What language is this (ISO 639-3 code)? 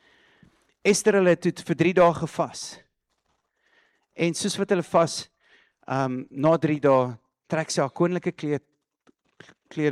afr